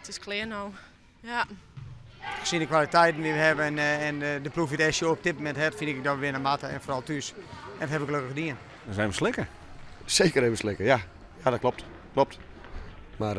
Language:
Western Frisian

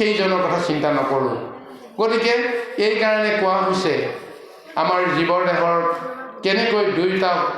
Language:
Assamese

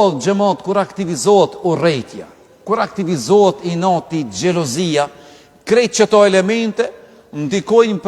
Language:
Albanian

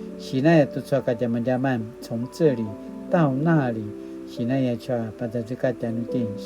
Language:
Paiwan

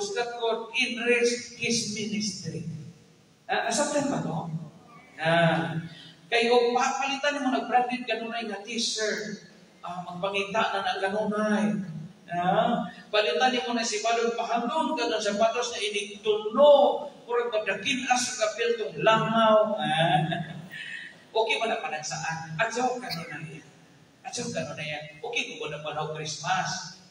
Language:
Cebuano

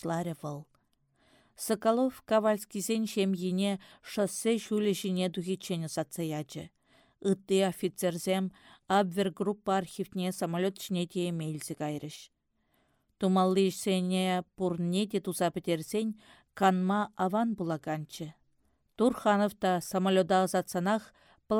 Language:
Chuvash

